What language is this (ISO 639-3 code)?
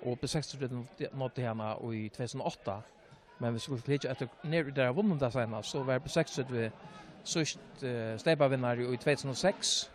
fao